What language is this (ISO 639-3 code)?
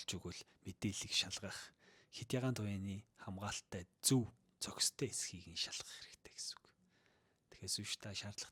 mon